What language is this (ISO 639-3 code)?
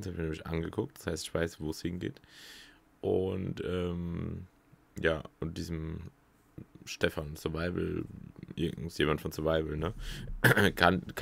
deu